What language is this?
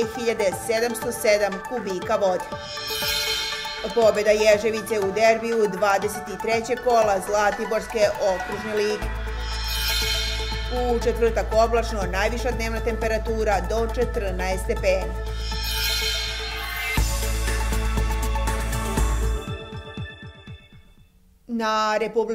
Serbian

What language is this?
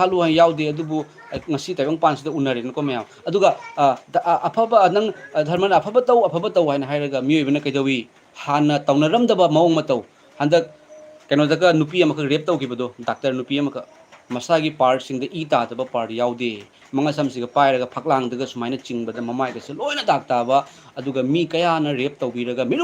Manipuri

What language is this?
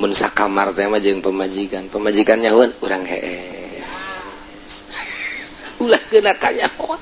Sundanese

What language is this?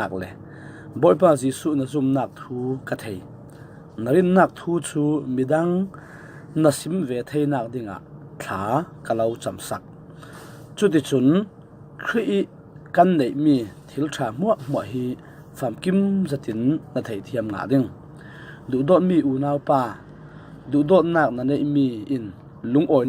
Falam Chin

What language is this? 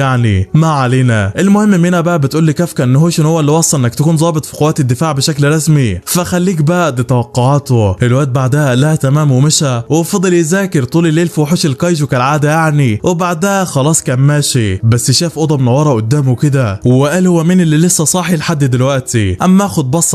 Egyptian Arabic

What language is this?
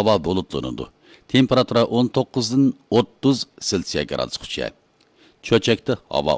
Uyghur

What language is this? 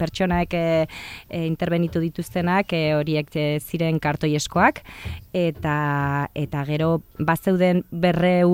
Basque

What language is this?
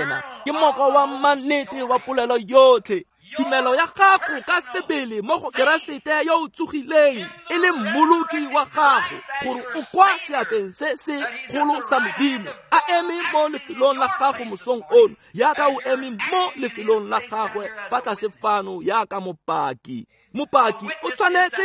Tswana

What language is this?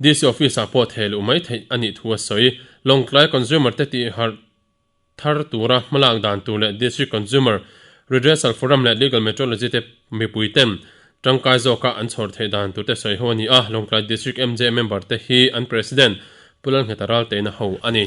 Mizo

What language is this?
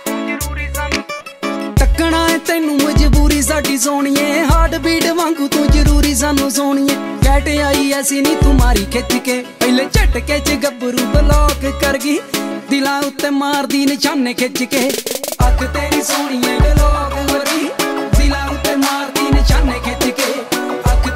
Punjabi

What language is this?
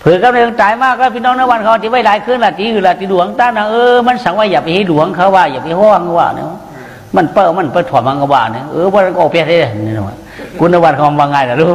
Shan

